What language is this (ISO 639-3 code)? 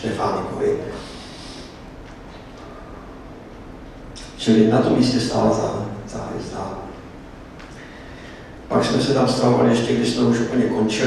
ces